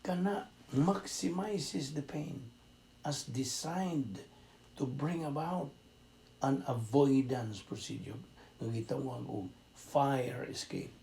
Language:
Cebuano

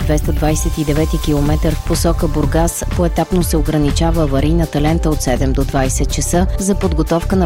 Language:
Bulgarian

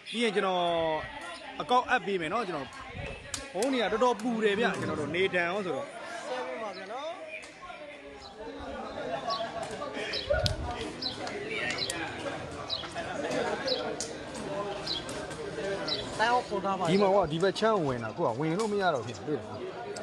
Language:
Burmese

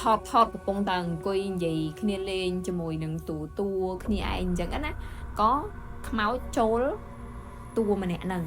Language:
Khmer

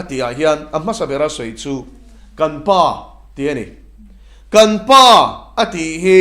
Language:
Mizo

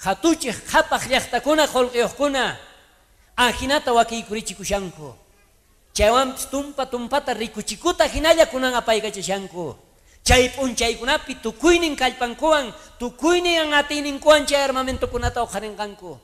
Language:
South Bolivian Quechua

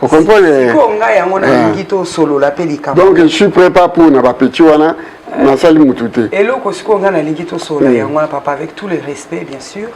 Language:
Lingala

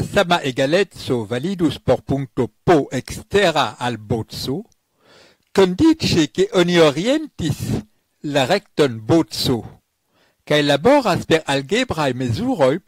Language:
Esperanto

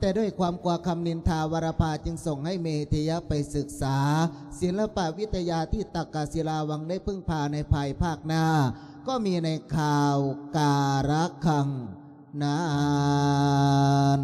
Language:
Lao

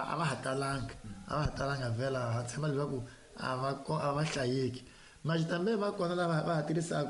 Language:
Tsonga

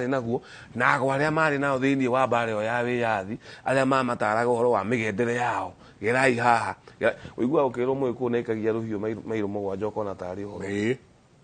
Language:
Kikuyu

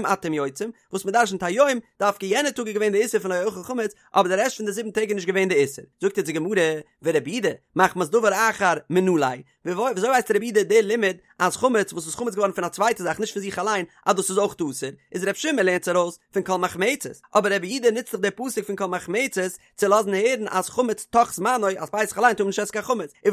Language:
Yiddish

